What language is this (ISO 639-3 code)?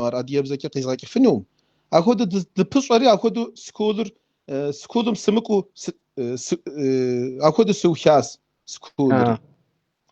kbd